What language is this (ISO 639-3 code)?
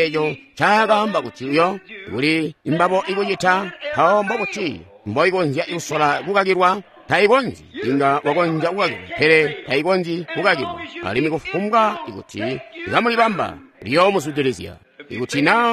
toi